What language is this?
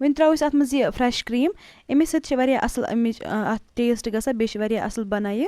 Kashmiri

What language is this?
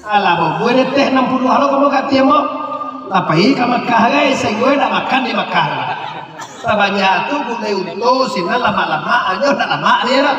Minangkabau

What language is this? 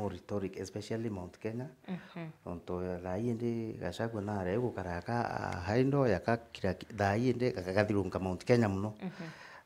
Meru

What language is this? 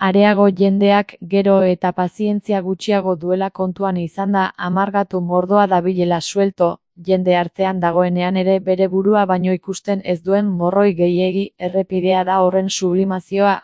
Basque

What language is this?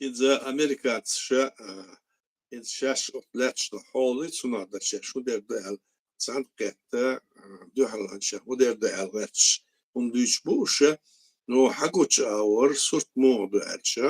Chechen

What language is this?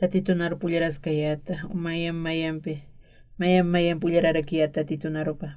Aymara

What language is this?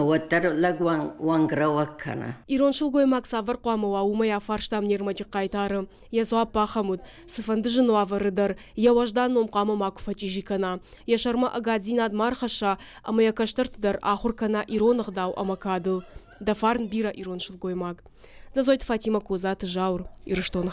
Ossetic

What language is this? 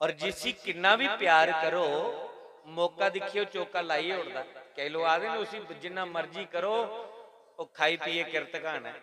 Dogri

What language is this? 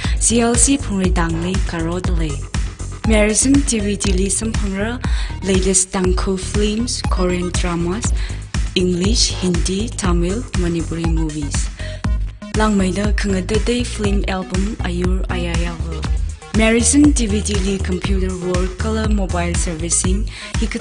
Tangkhul Naga (India)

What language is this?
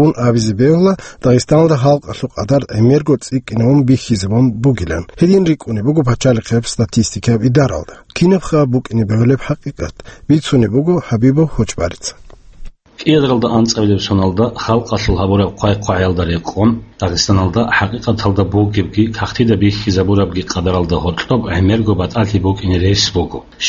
Avaric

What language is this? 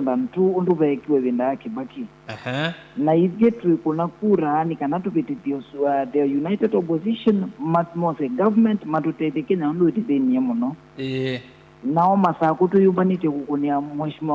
Kamba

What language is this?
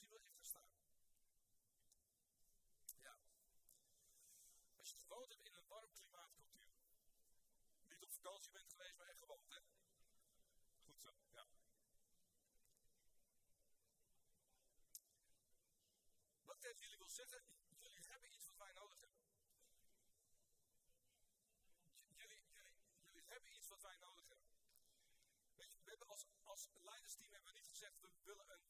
Dutch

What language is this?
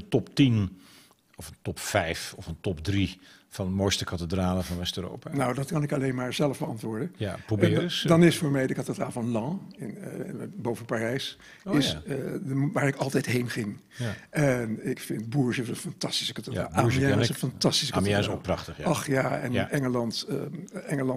Dutch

